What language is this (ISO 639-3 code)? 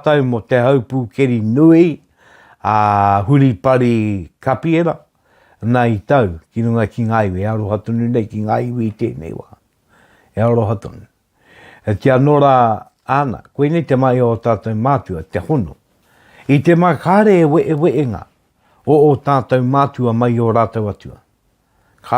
mri